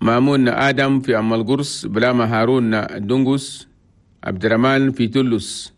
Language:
Chadian Arabic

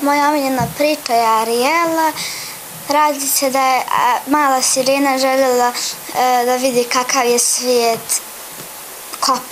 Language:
Bosnian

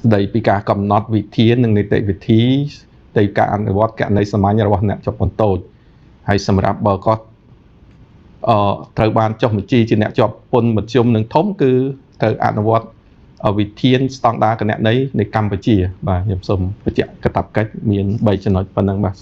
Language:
Khmer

